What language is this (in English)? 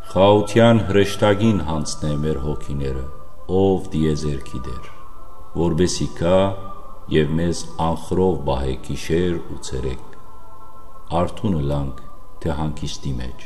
Western Armenian